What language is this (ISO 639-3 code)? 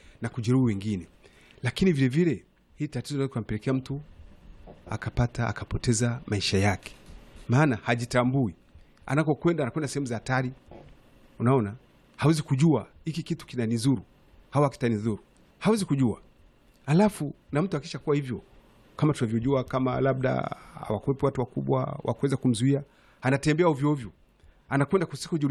swa